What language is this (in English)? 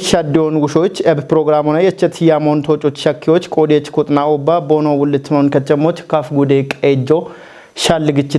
Kafa